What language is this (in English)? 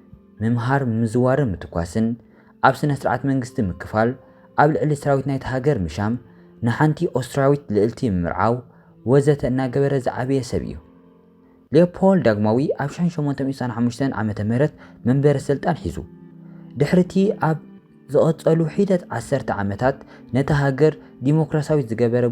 Tigrinya